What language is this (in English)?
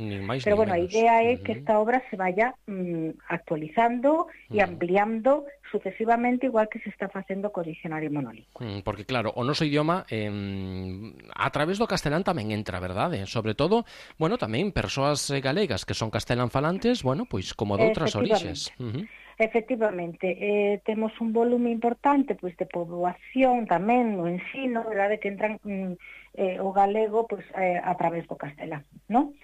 Galician